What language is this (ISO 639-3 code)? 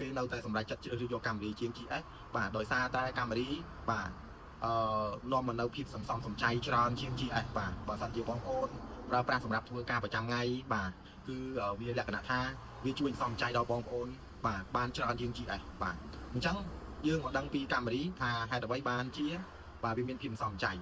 khm